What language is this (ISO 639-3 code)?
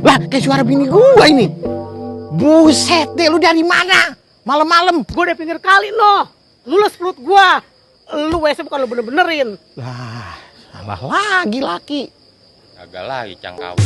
bew